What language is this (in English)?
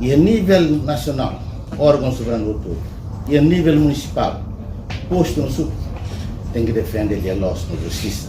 Tetum